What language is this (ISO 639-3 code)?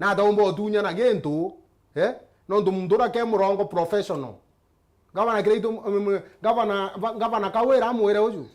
mer